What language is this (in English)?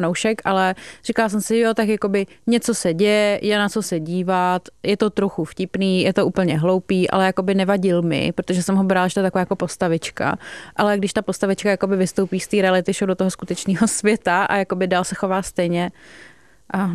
Czech